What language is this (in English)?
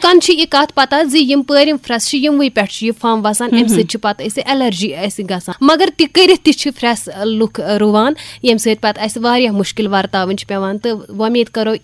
Kashmiri